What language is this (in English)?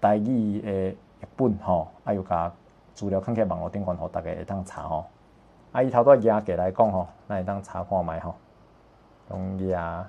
Min Nan Chinese